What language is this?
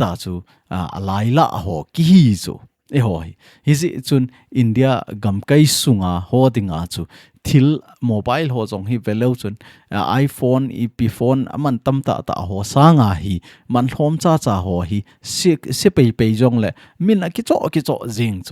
Thado Chin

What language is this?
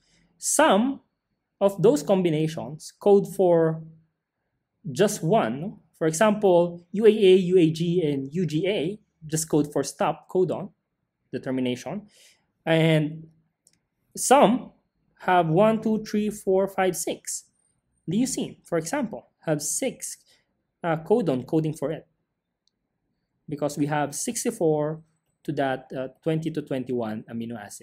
English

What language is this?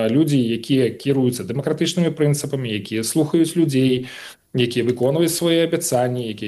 Belarusian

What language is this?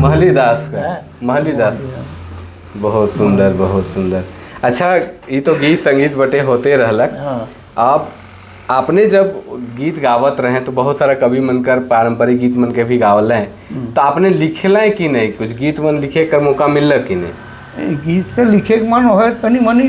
Sadri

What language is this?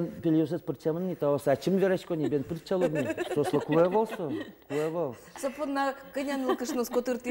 Udmurt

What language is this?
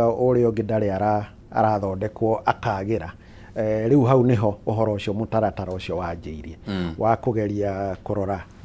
Kikuyu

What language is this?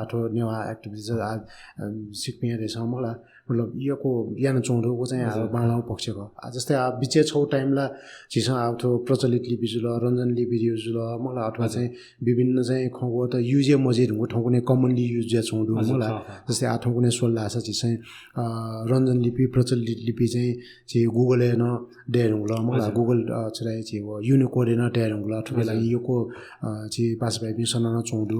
Newari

